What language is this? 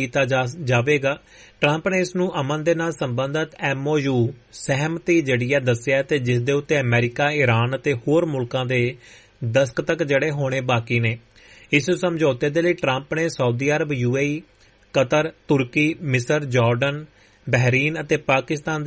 Punjabi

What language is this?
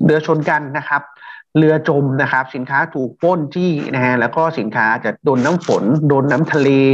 Thai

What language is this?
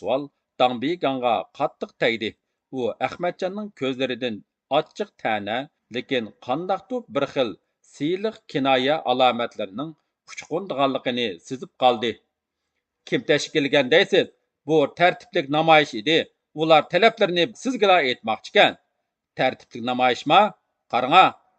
Uyghur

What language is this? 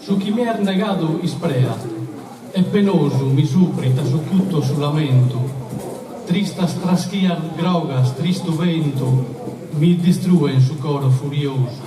Sardinian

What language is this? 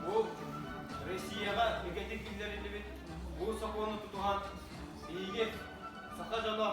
Yakut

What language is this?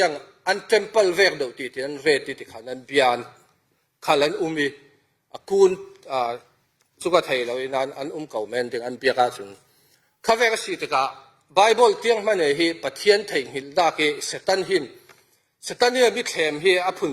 Falam Chin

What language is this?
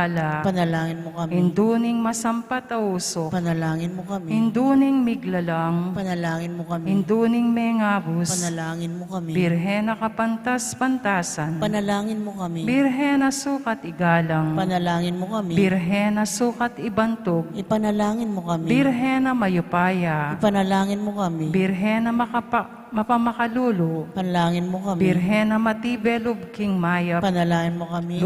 Pampanga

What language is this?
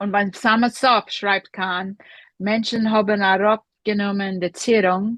Yiddish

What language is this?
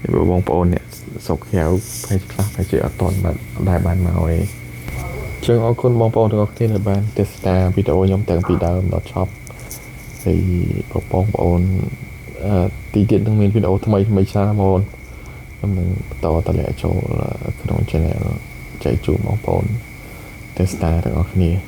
Khmer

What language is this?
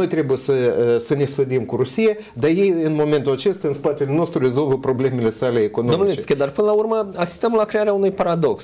Romanian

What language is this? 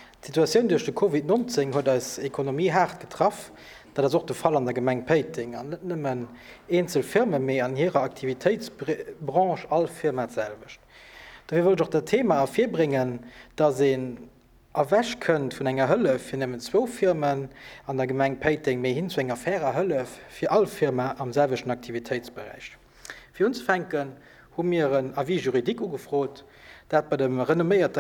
Luxembourgish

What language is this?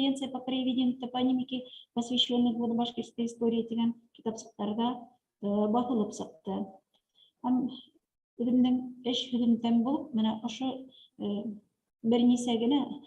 Bashkir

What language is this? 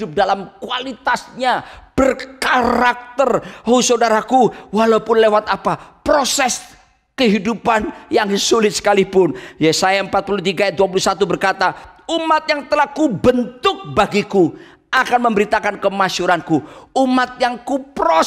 Indonesian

